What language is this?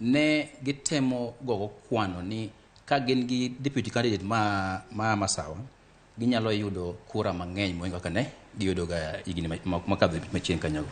Luo (Kenya and Tanzania)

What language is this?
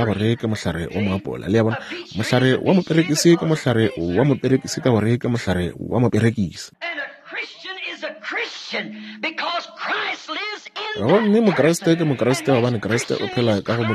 Northern Sotho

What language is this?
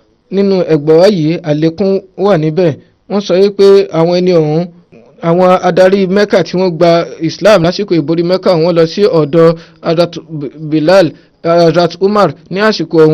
Yoruba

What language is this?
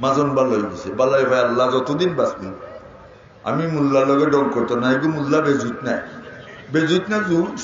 Sylheti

